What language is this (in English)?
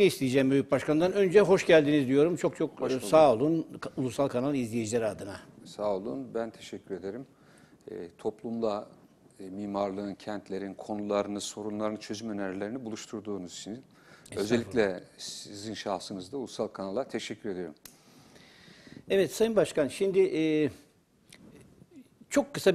Turkish